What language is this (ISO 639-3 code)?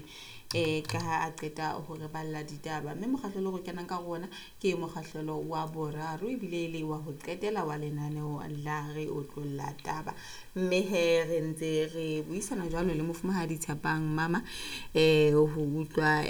sot